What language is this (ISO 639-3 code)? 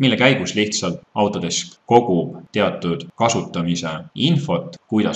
est